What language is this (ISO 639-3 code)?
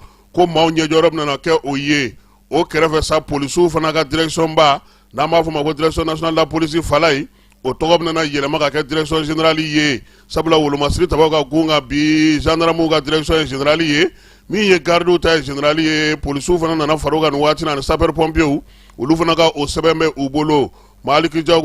bam